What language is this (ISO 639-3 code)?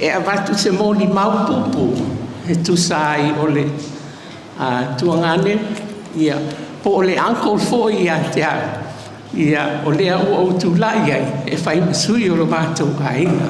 smo